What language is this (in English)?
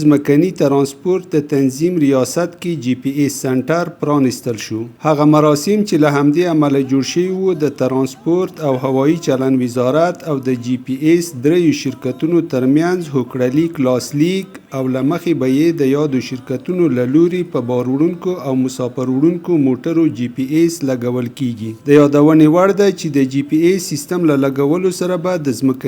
Pashto